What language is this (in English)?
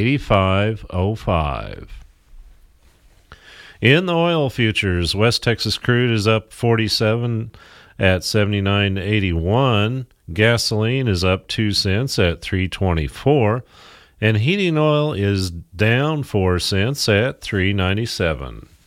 English